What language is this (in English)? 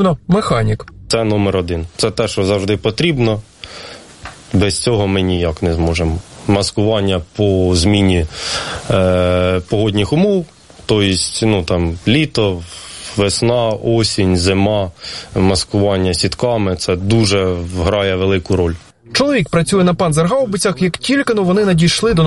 Ukrainian